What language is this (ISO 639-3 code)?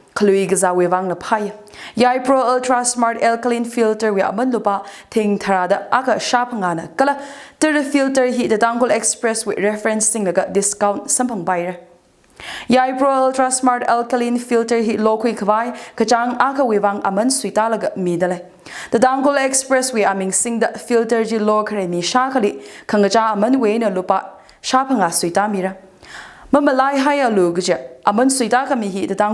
nmf